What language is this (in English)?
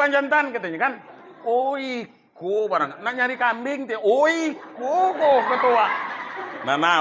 Minangkabau